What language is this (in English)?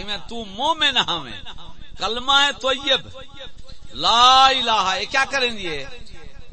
Saraiki